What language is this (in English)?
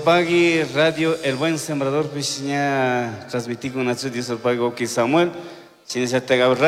Chimborazo Highland Quichua